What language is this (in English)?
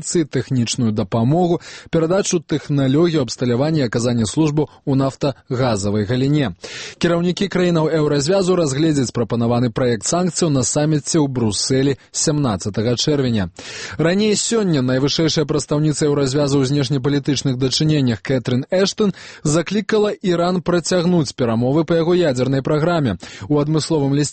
Belarusian